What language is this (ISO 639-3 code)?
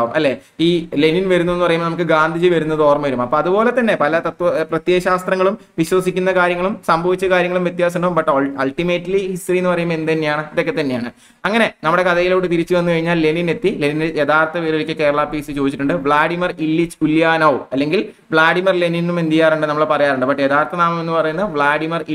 mal